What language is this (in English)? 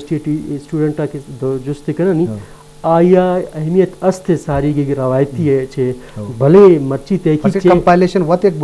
Eastern Balochi